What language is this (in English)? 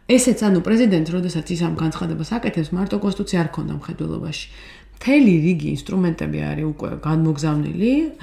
Georgian